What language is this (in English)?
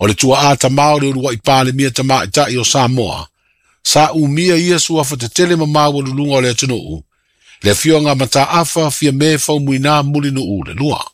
Samoan